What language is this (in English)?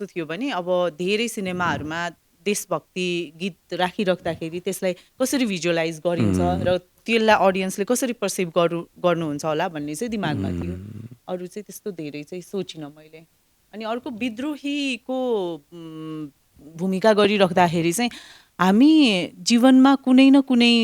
Nepali